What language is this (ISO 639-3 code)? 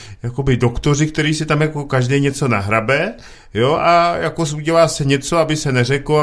ces